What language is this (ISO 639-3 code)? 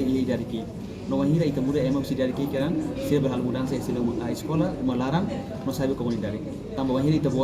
tet